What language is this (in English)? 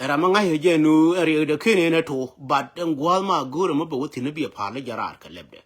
Nuer